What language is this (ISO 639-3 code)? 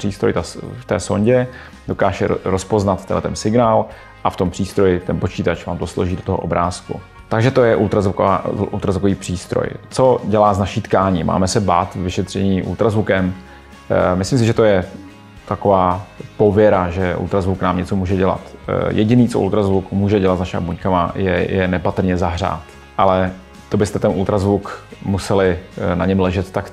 ces